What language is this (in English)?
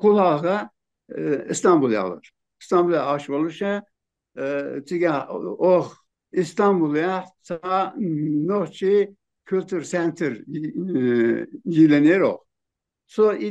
Chechen